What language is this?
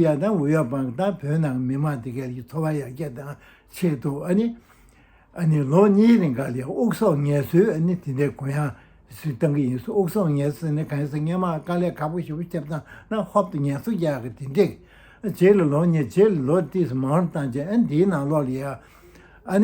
Tibetan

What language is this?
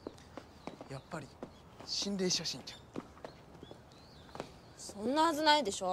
Japanese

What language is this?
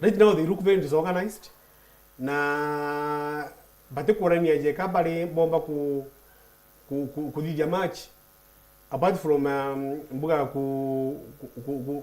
Meru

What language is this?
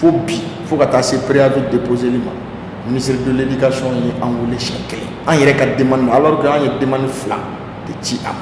Bambara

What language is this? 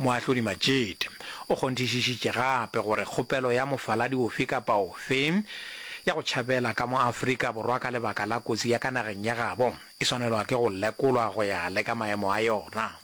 Northern Sotho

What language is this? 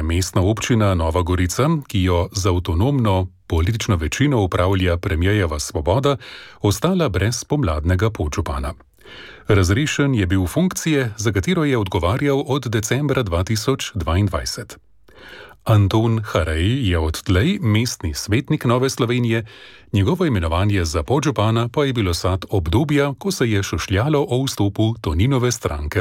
Slovenian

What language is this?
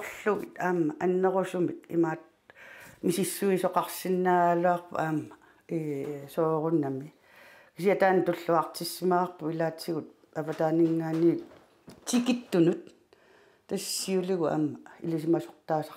Kalaallisut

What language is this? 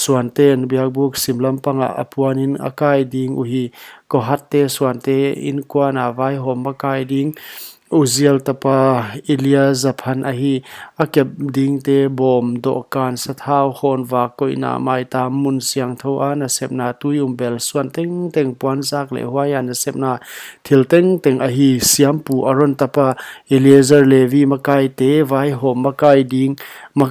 Paite Chin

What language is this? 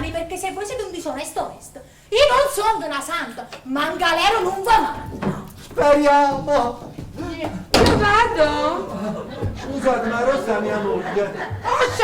Neapolitan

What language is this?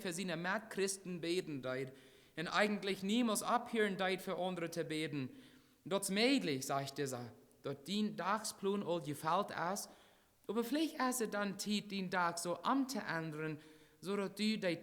Plautdietsch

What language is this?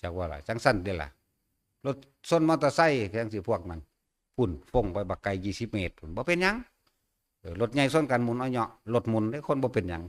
Northeastern Thai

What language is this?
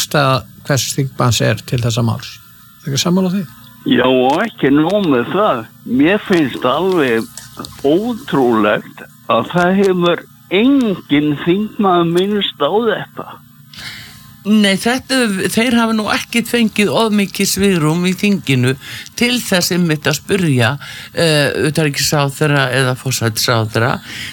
Icelandic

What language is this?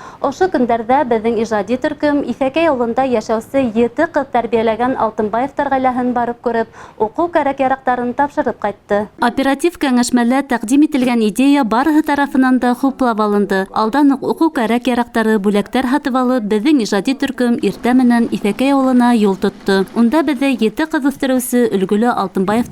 Bashkir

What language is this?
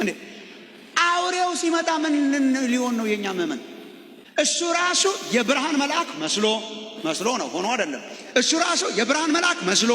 Amharic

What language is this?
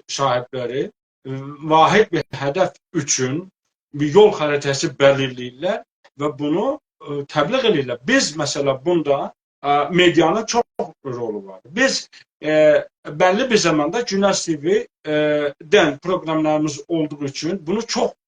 South Azerbaijani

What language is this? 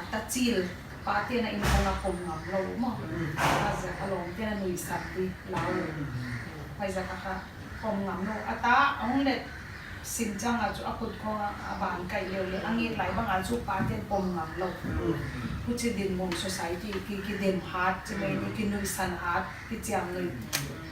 Paite Chin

